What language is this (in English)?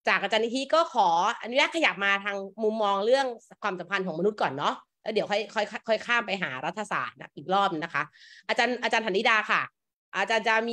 Thai